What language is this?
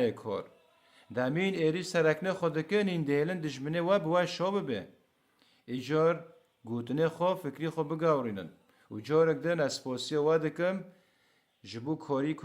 Kurdish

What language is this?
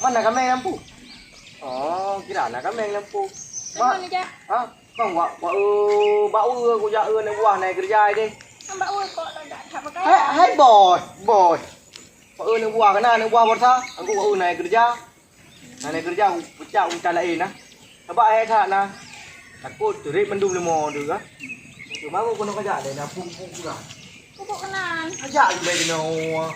Achinese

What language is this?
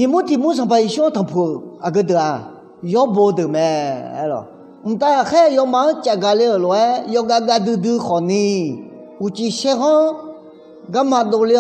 Akha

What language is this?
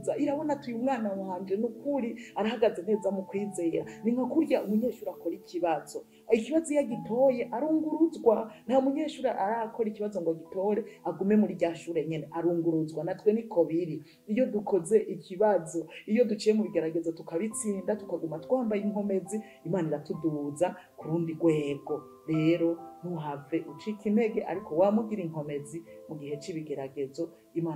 Rundi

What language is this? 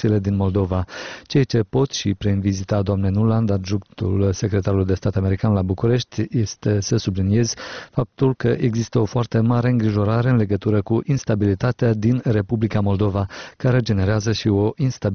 Romanian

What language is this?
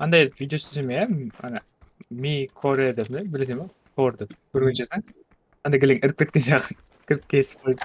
Kara-Kalpak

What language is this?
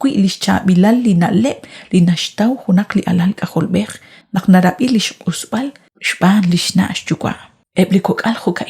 Kekchí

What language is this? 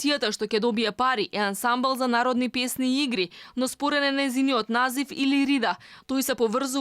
Macedonian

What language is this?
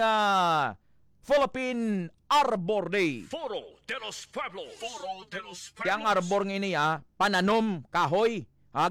Hiligaynon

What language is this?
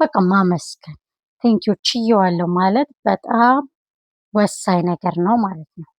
Amharic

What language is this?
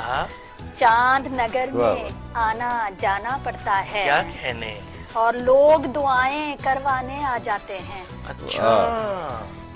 Hindi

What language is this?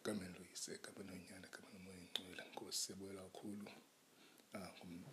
Xhosa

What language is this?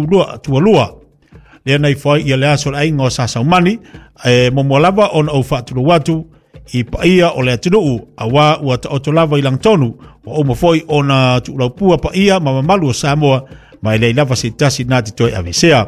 Samoan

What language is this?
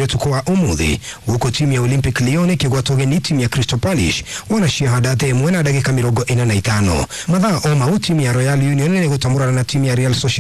Kikuyu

